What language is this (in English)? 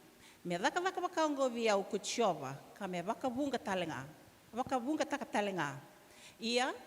Fijian